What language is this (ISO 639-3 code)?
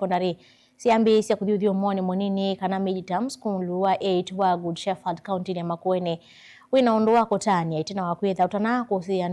kam